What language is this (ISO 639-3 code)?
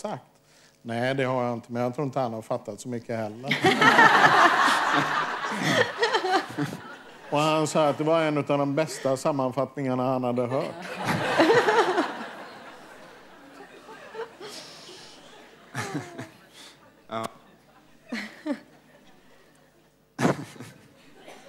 swe